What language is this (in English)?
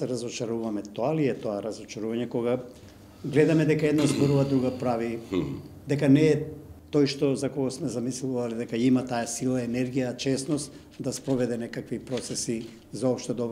Macedonian